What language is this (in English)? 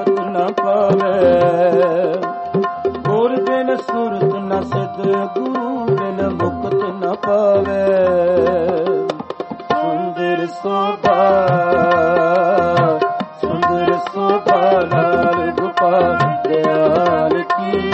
Punjabi